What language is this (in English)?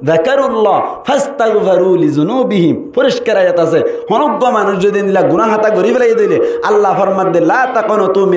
Rohingya